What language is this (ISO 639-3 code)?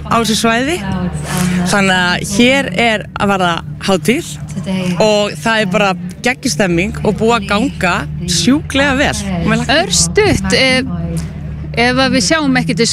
isl